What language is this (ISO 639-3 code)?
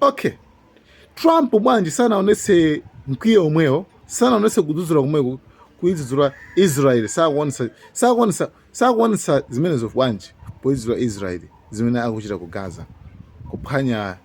nya